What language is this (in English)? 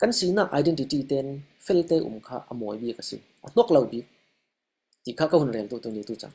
Falam Chin